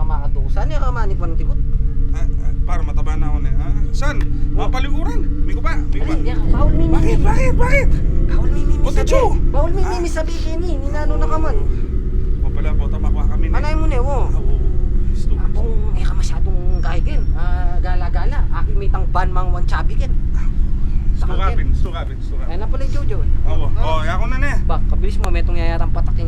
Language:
Pampanga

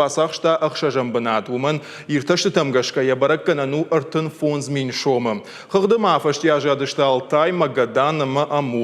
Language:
Ossetic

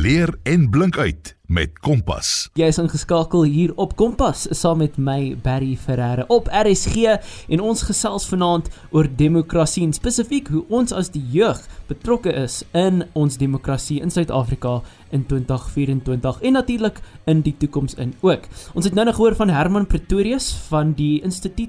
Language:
Afrikaans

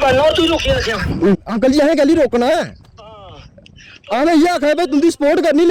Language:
Dogri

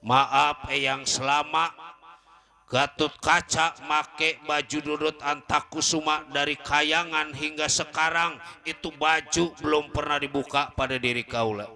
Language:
Betawi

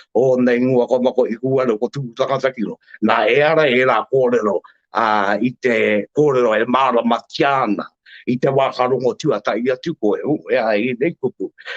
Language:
Māori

